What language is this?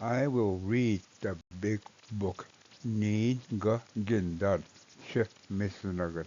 Ojibwa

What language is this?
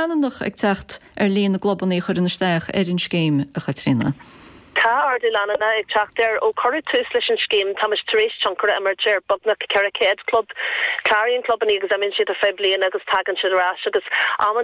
Irish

